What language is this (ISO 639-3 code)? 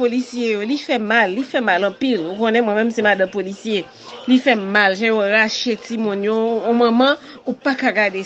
hat